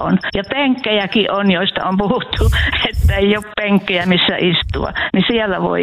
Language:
Finnish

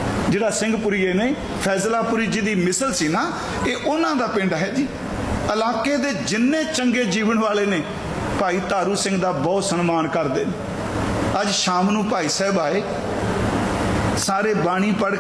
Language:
Punjabi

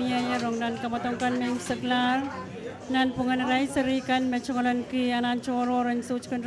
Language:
Pohnpeian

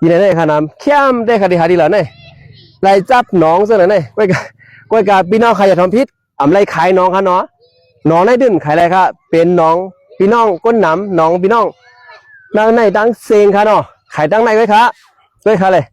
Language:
Shan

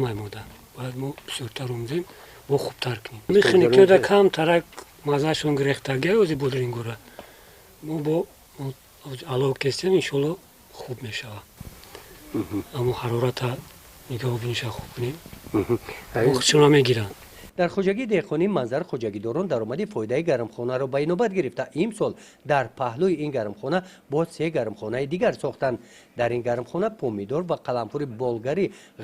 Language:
Tajik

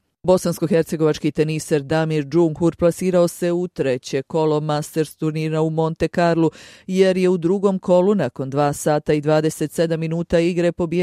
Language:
Bosnian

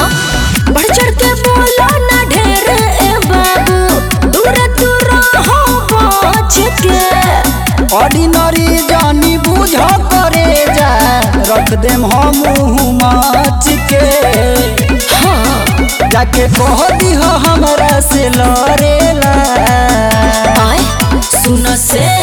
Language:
Bhojpuri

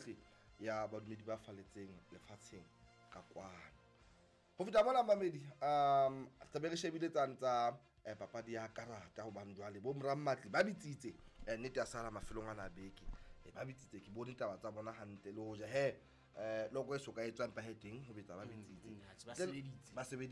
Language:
Southern Sotho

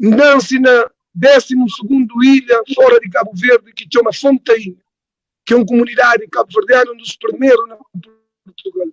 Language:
Kabuverdianu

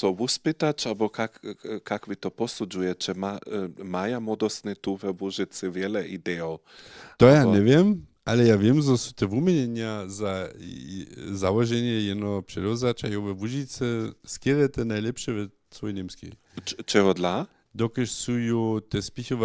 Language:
Upper Sorbian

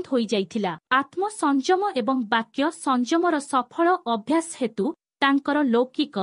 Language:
Odia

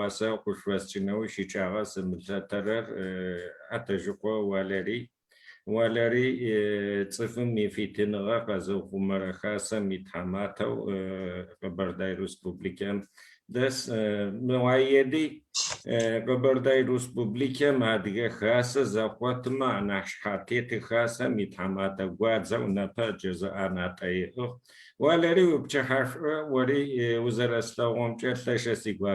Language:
Kabardian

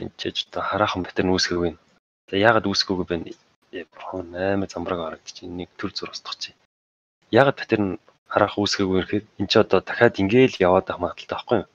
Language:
Mongolian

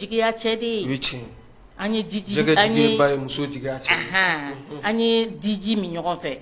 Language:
Bambara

